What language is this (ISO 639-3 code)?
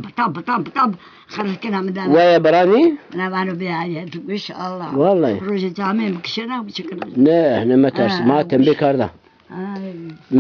zza